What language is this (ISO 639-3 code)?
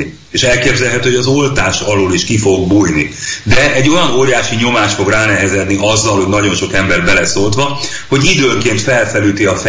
hun